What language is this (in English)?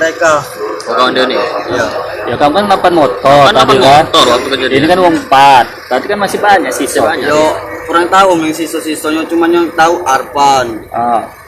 Musi